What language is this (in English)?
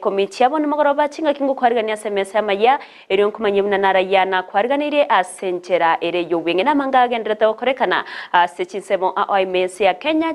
Gusii